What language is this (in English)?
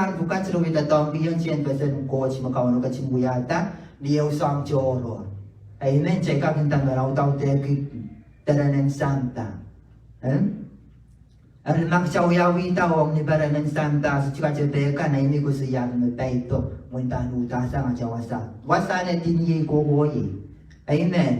Pohnpeian